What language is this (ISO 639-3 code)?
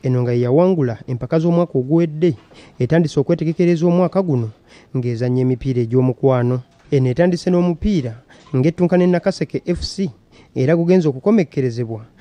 lug